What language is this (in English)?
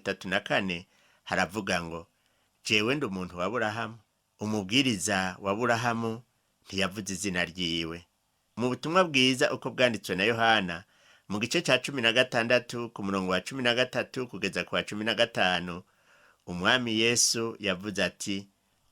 Rundi